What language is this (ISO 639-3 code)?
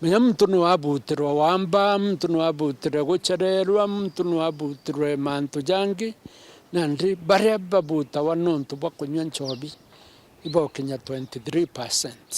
mer